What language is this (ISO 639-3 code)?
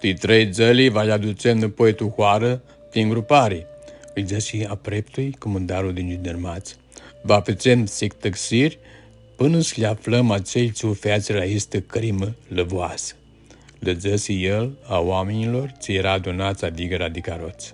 rup